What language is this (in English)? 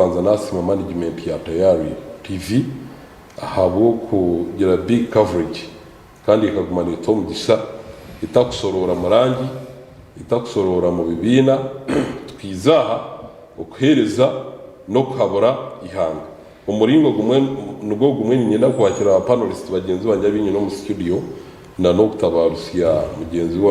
Nyankole